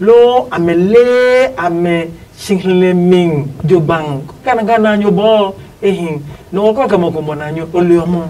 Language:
Adangme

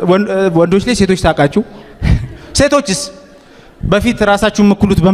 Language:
Amharic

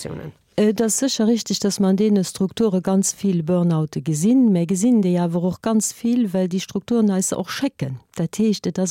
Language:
Luxembourgish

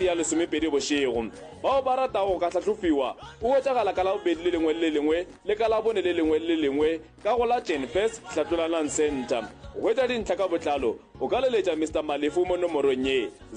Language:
Northern Sotho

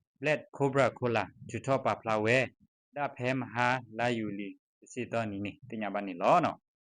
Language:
S'gaw Karen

